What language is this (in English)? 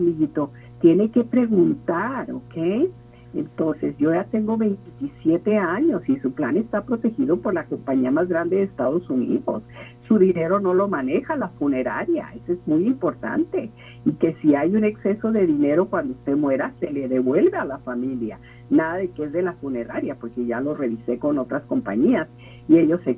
Spanish